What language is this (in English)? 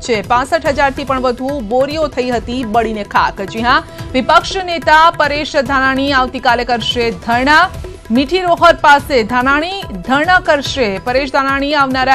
Gujarati